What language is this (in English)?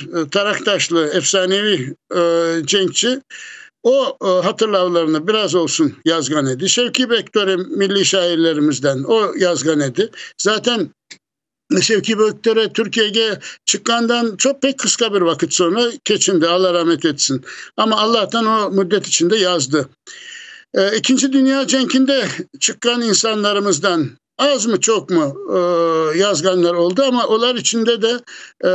Crimean Tatar